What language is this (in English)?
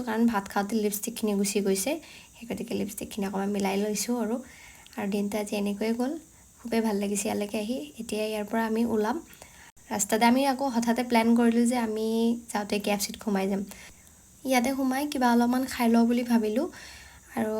Assamese